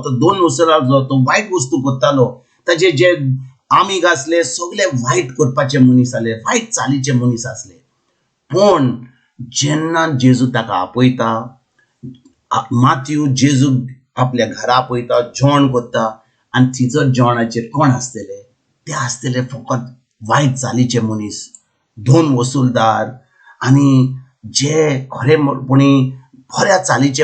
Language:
Konkani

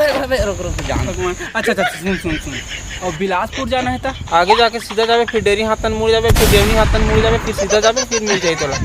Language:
Chhattisgarhi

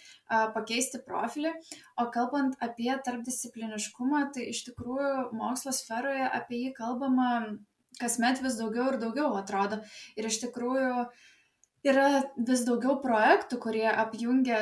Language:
Lithuanian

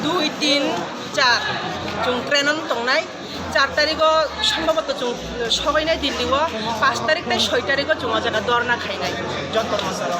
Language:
Kok Borok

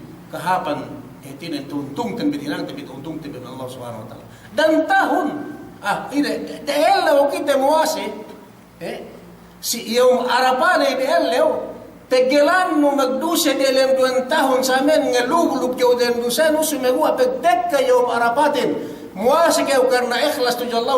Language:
Yakan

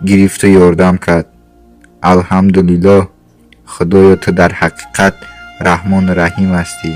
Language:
Tajik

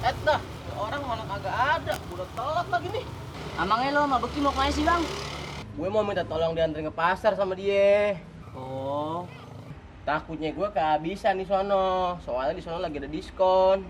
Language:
Betawi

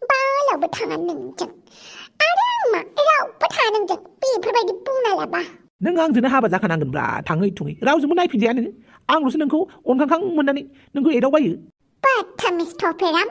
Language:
Bodo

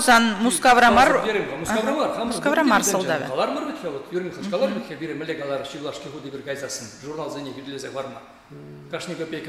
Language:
Chuvash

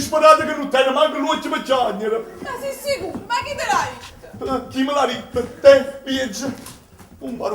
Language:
Neapolitan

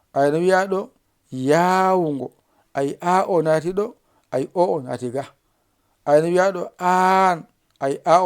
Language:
Fula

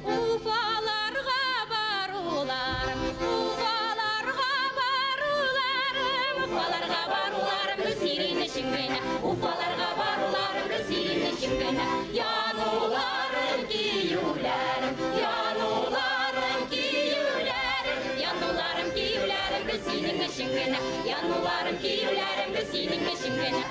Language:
Bashkir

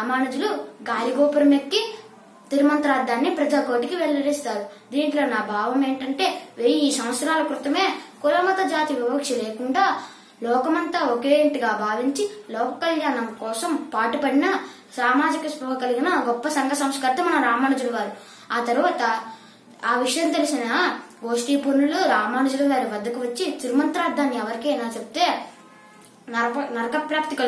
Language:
Telugu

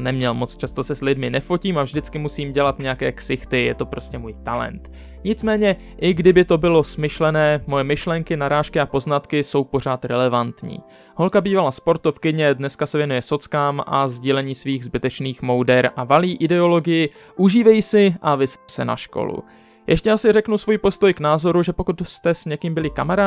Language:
Czech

